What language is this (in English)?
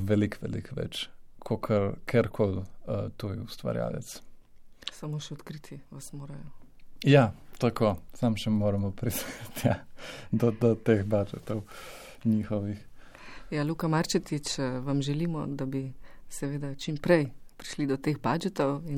Slovenian